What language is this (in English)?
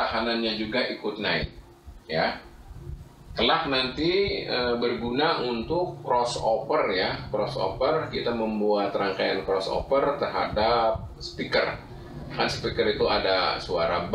Indonesian